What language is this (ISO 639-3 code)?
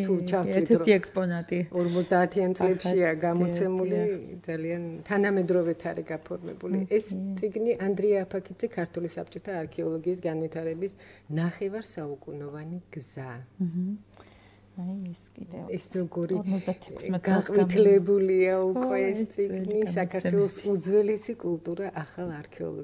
kat